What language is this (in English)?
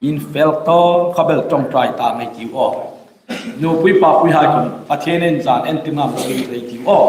Hmar